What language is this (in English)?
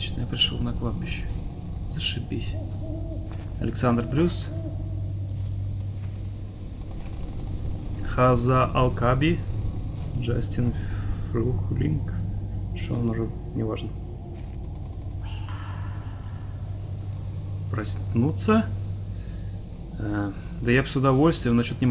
Russian